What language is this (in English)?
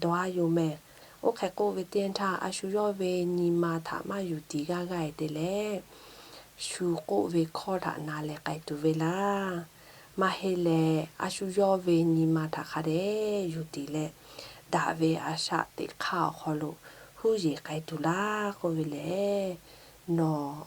Lahu